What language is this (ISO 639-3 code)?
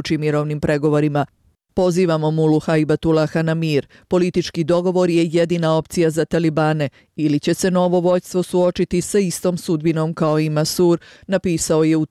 bos